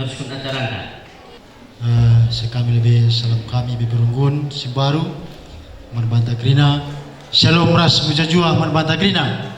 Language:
Batak Karo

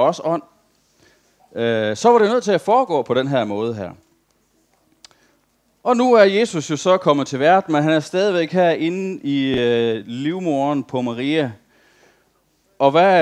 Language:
Danish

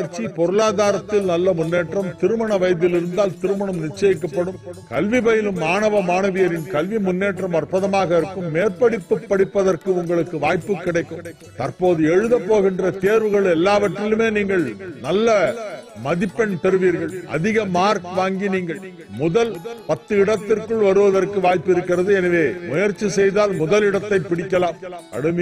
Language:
Tamil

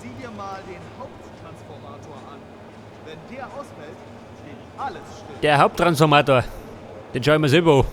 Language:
Bavarian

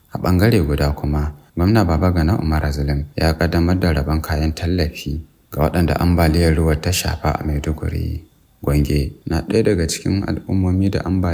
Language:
Hausa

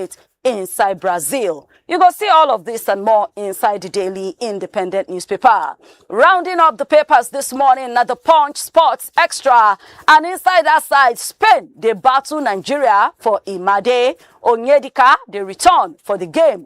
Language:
Nigerian Pidgin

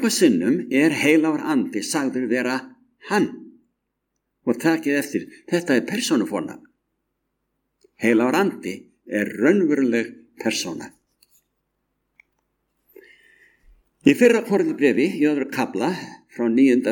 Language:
Icelandic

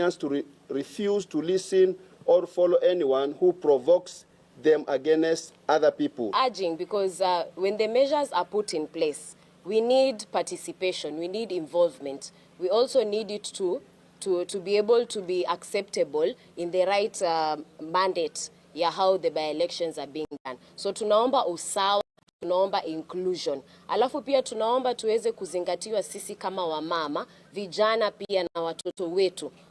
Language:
Gusii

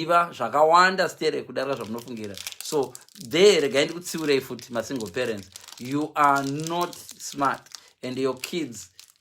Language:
Shona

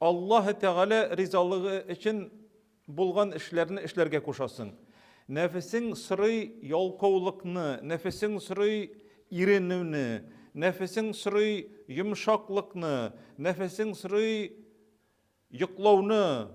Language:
Tatar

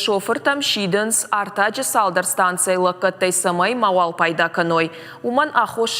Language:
Ossetic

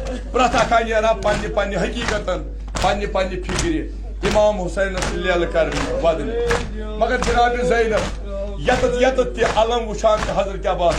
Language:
Kashmiri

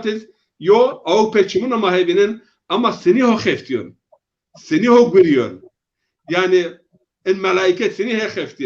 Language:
Zaza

